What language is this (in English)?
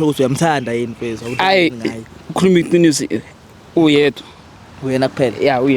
Zulu